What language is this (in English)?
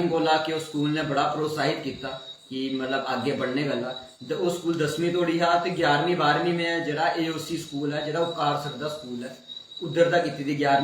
Dogri